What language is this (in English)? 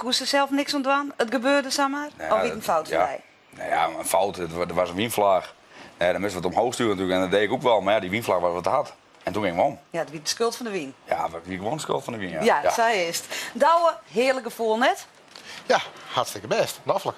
Western Frisian